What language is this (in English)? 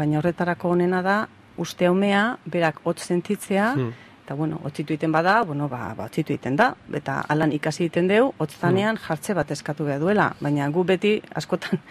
Basque